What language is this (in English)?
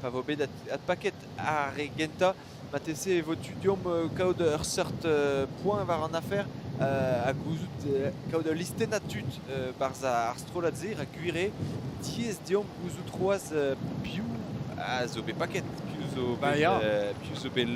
Breton